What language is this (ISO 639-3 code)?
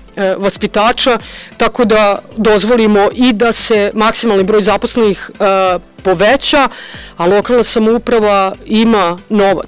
srp